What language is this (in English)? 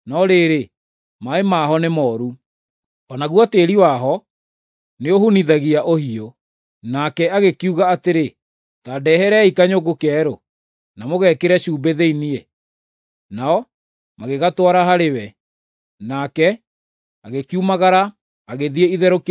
Kikuyu